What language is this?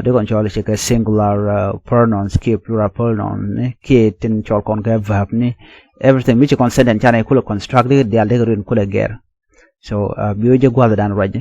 Nuer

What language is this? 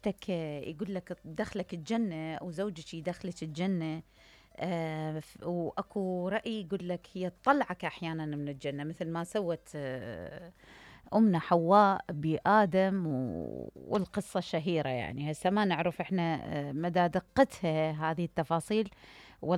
Mesopotamian Arabic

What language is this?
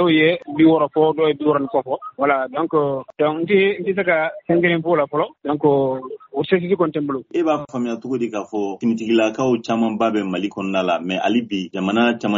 Bambara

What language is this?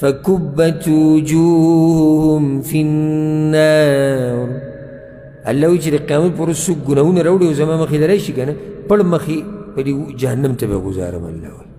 Pashto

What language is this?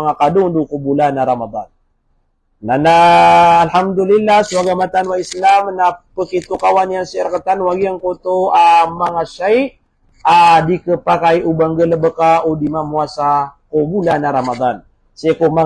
Maranao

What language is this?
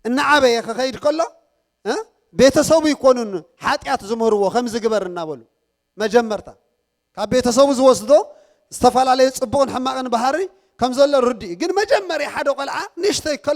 Tigrinya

